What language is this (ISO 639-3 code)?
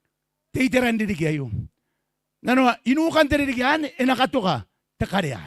gil